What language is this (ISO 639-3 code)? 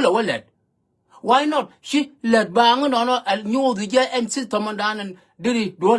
nus